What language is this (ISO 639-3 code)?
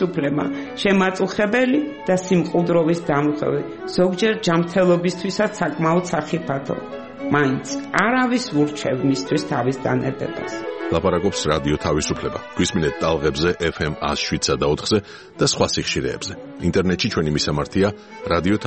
kat